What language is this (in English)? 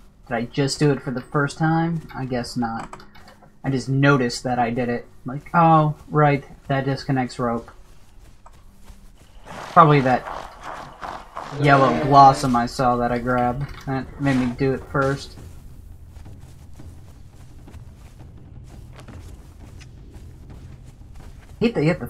English